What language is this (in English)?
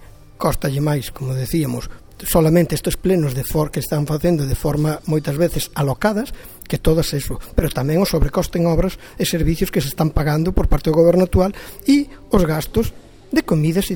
Galician